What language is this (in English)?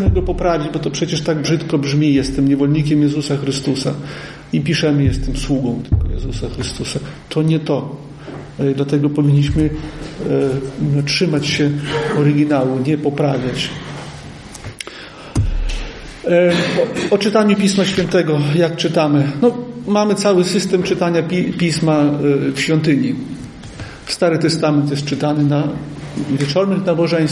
Polish